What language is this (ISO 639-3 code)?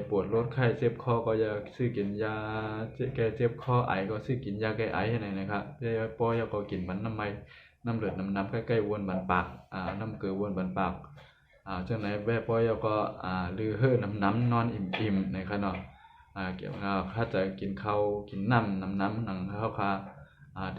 shn